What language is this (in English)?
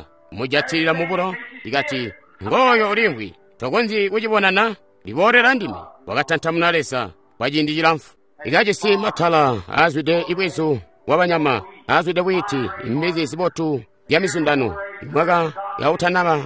Tonga (Zambia)